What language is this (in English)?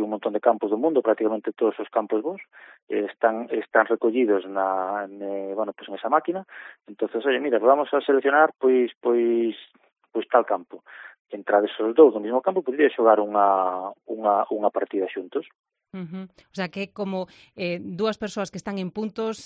Galician